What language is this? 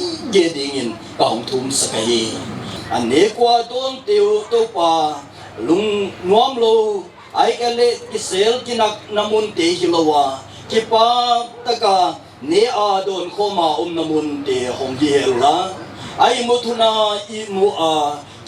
Paite Chin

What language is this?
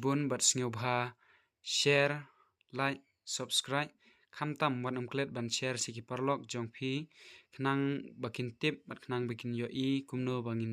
Khasi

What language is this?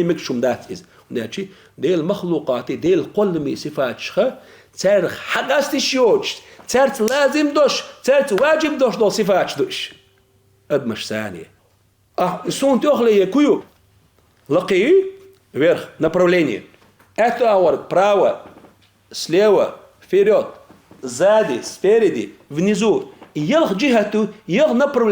Chechen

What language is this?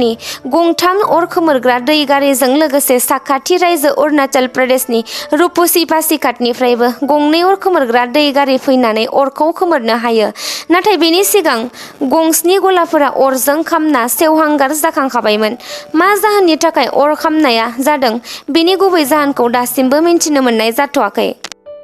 Bodo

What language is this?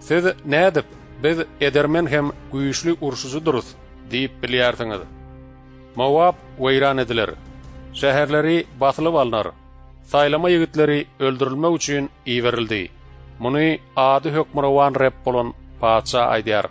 Turkmen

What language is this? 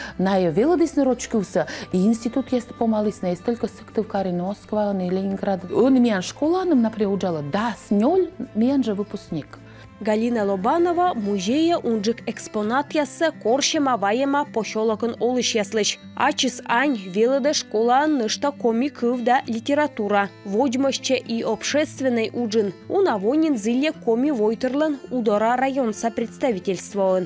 Komi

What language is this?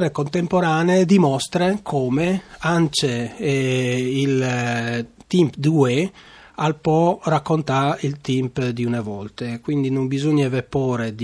Friulian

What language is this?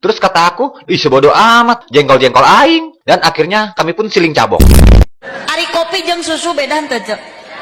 Sundanese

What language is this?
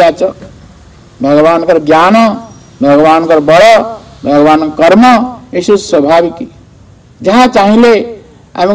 Odia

